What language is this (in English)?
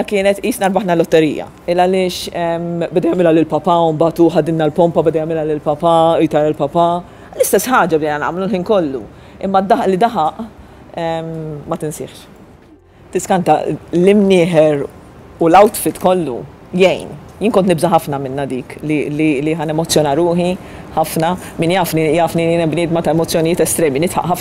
Maltese